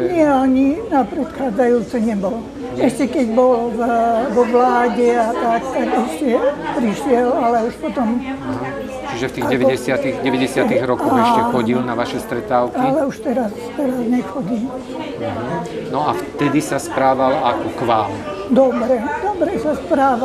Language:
Slovak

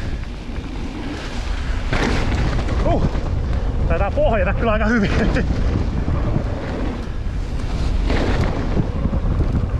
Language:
Finnish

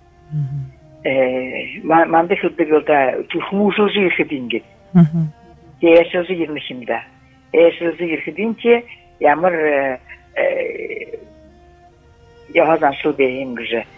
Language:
Buriat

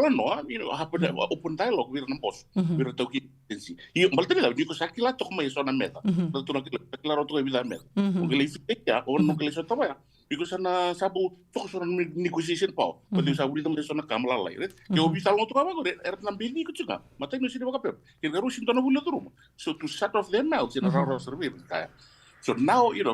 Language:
Fijian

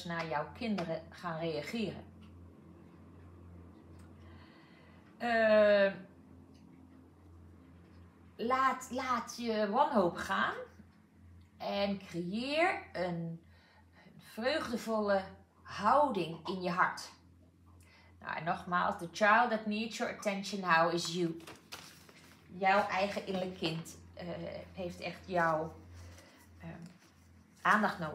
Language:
Dutch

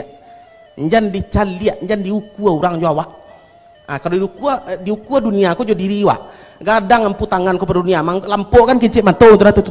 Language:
Minangkabau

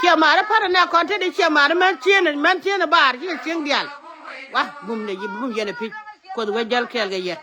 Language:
Nuer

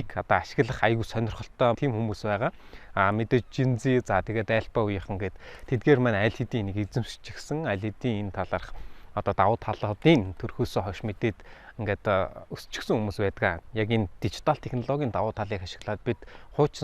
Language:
Mongolian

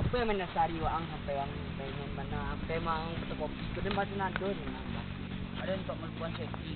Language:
Minangkabau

